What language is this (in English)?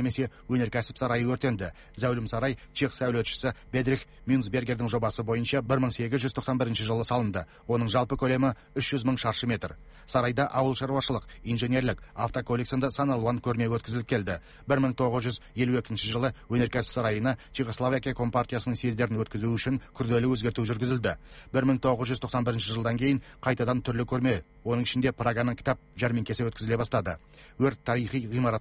Kazakh